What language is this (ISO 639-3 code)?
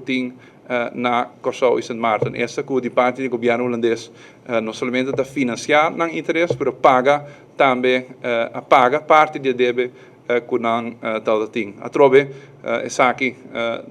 pap